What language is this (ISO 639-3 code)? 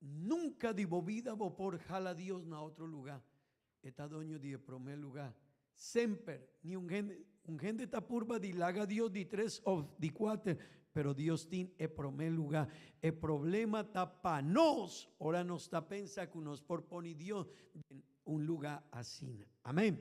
pap